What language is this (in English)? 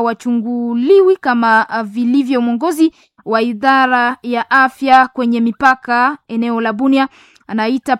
Swahili